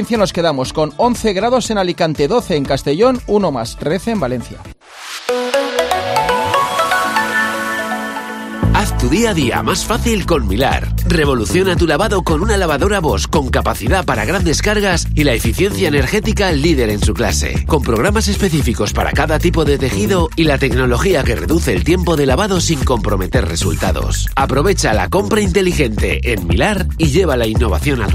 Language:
Spanish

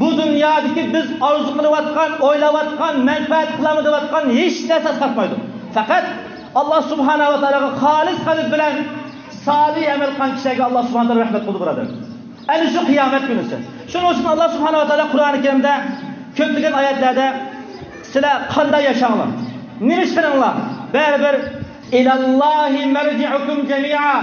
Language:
Uyghur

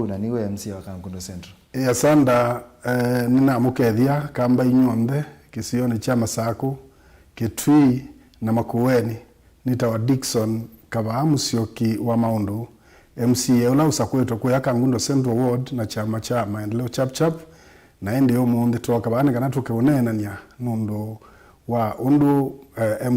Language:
Kamba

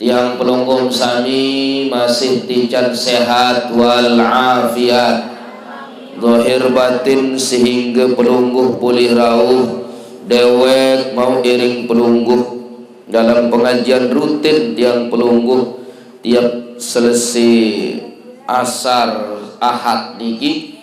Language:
Sasak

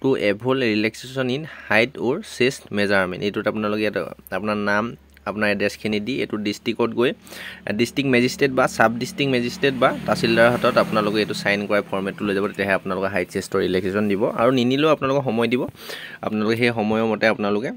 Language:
Assamese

